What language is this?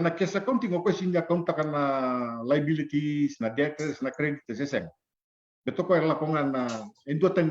Fijian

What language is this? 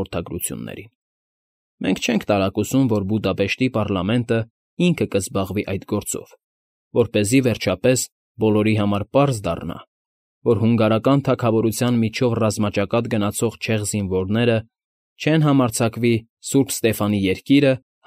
Armenian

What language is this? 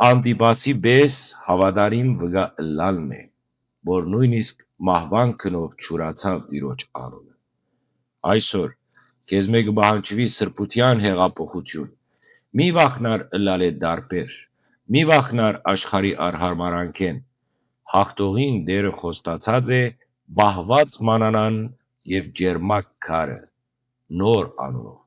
Western Armenian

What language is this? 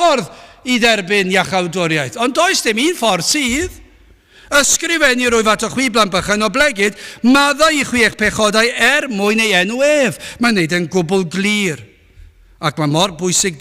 Welsh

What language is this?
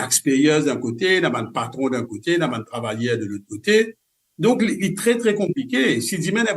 Morisyen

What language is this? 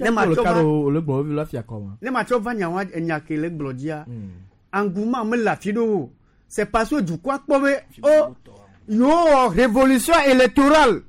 Gen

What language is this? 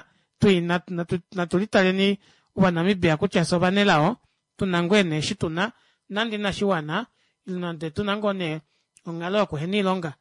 Kuanyama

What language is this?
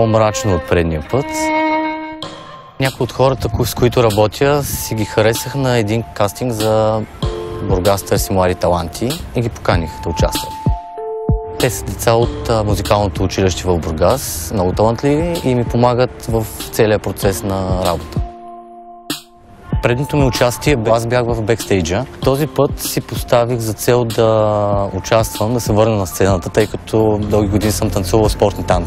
Bulgarian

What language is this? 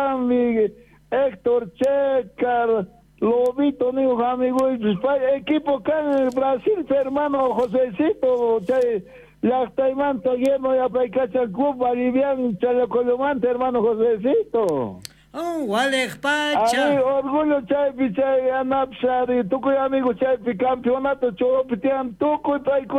South Bolivian Quechua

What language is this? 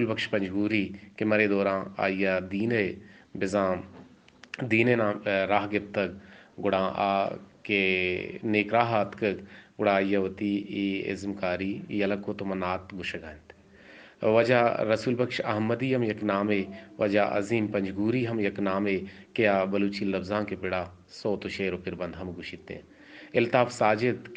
Eastern Balochi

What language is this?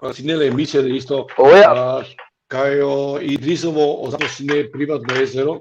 Balkan Romani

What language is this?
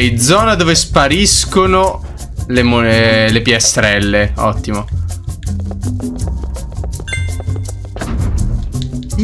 Italian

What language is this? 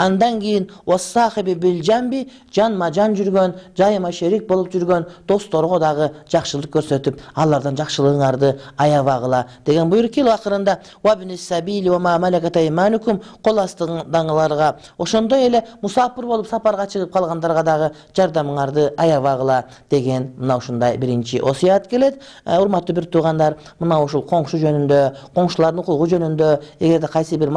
Kyrgyz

